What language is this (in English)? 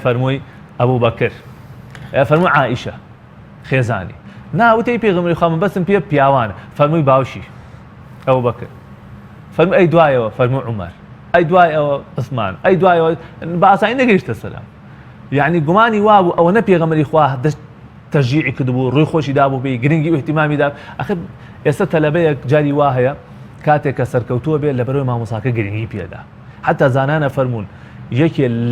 Central Kurdish